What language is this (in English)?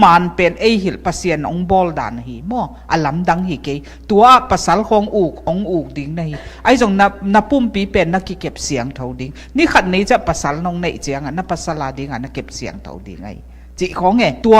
Tedim Chin